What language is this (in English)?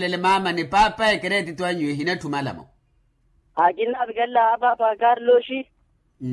Makhuwa